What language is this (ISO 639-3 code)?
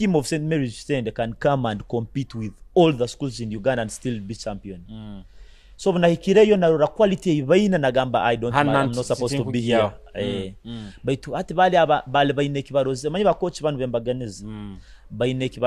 nyo